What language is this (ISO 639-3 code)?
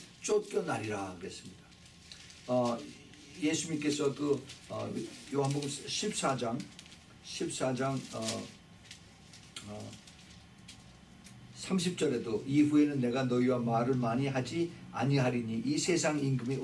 kor